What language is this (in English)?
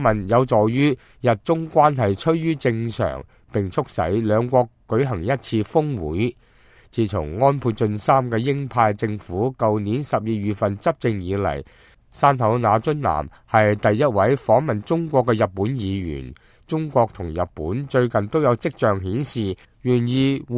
Cantonese